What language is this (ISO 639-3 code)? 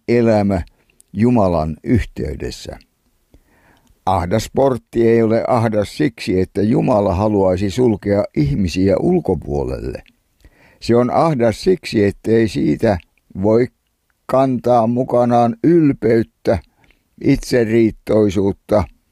fin